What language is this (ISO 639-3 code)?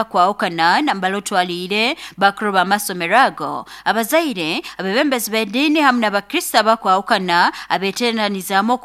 nyo